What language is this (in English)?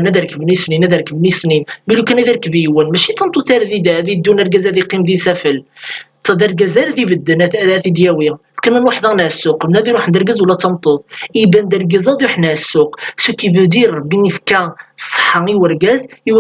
Kabyle